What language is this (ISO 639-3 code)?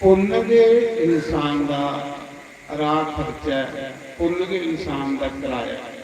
doi